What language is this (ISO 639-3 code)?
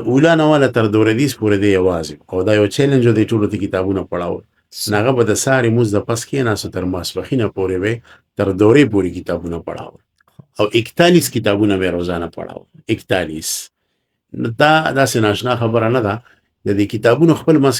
pus